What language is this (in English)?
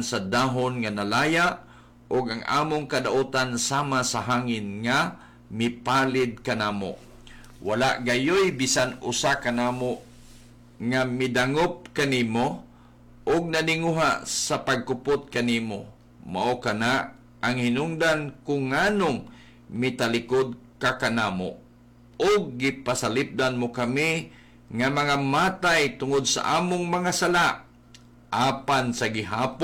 Cebuano